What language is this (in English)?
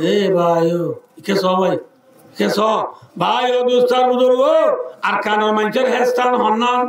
Rohingya